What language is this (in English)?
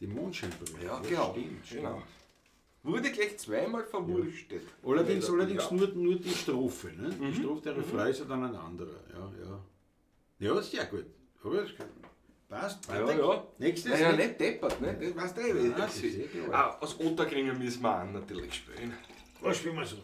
Bavarian